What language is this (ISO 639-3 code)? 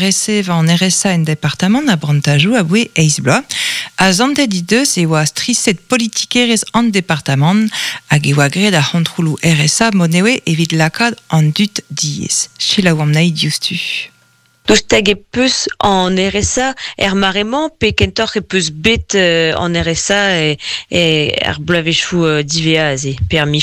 bre